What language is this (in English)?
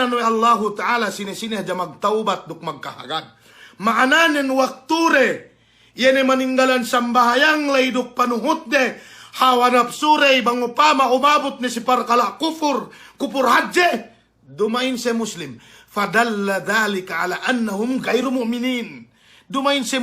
Yakan